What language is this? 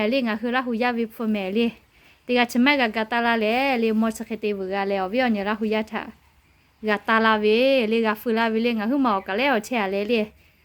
Lahu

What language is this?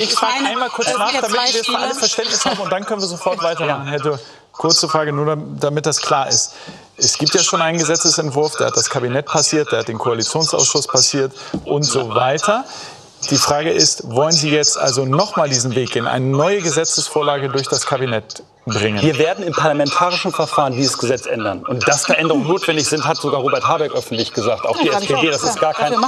German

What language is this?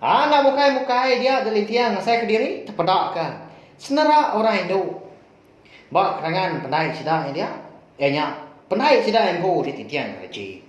Iban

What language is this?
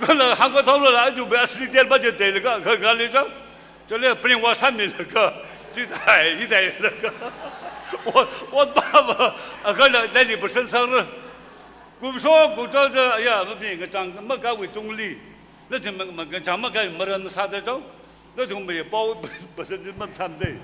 Tangkhul Naga (India)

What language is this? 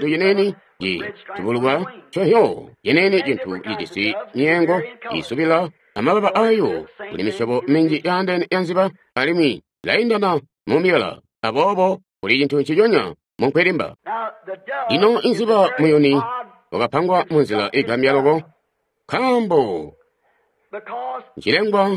Tonga (Zambia)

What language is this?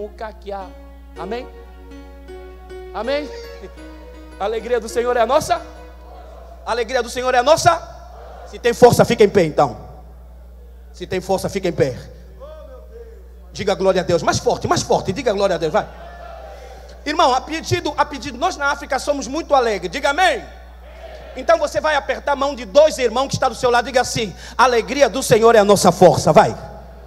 Portuguese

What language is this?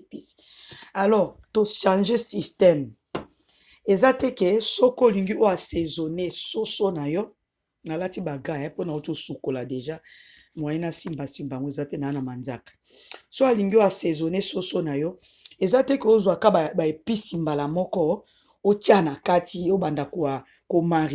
Lingala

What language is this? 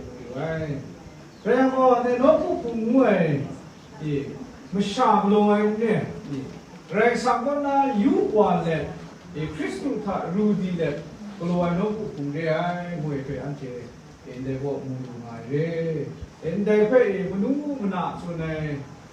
Kachin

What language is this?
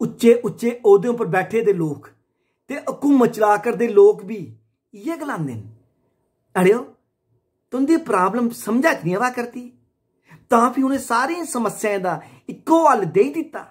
Dogri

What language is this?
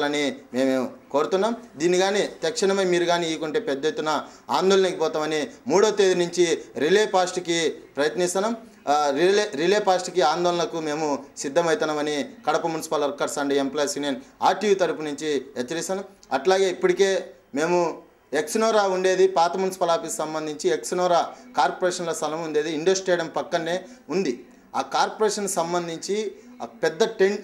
Telugu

